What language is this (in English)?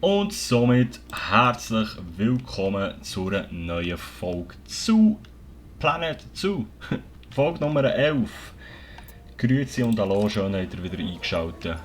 Swiss German